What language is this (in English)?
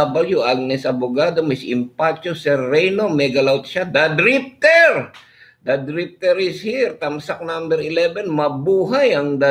Filipino